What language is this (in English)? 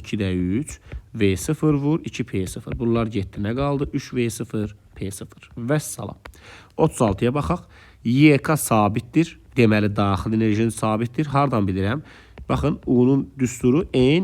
Azerbaijani